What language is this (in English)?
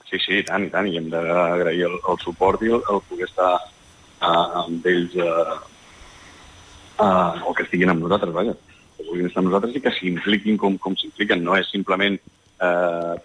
Catalan